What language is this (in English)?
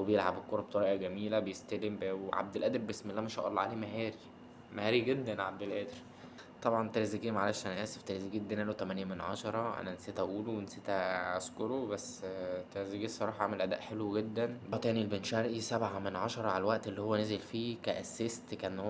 Egyptian Arabic